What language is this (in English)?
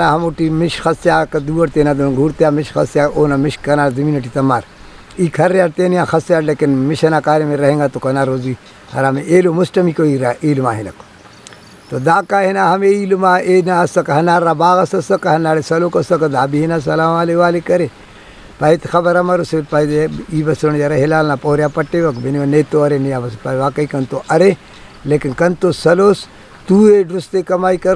Brahui